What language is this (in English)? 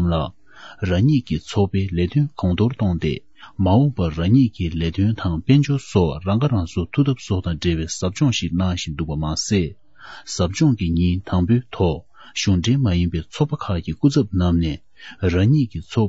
Tibetan